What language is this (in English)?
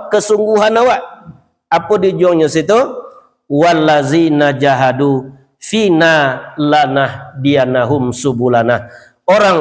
Minangkabau